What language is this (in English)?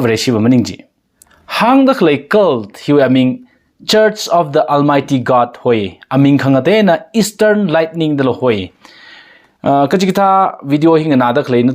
Tangkhul Naga (India)